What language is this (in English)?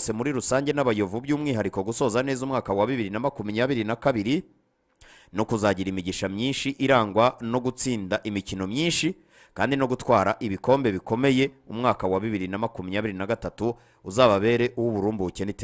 Kinyarwanda